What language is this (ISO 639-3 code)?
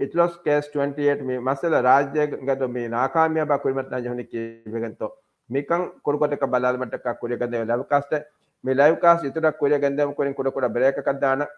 div